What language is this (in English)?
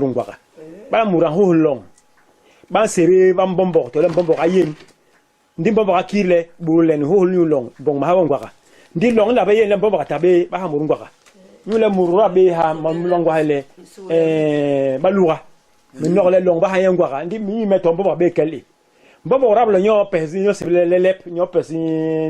Basaa